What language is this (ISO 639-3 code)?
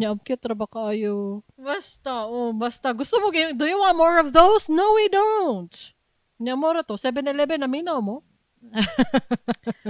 ceb